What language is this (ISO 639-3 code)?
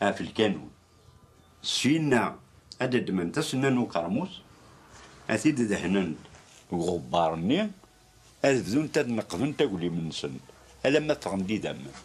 kab